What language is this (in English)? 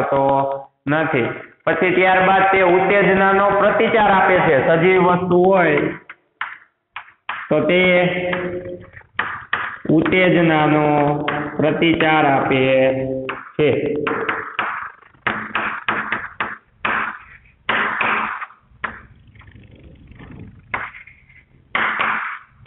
Gujarati